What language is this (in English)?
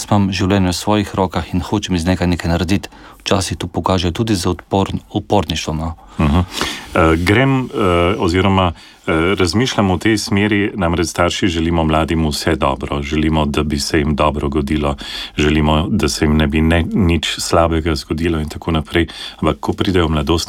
Slovenian